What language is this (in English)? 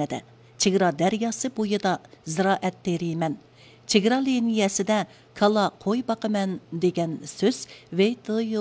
Uyghur